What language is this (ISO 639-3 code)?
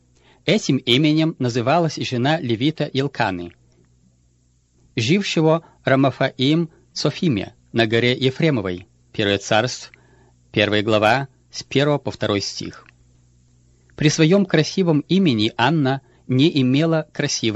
rus